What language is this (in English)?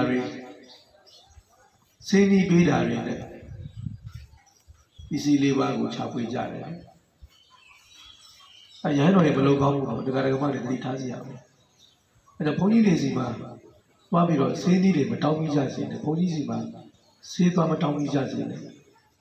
Burmese